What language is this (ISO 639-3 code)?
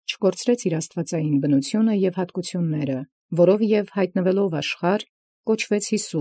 hye